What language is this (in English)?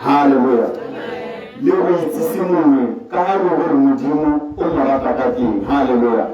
Tswana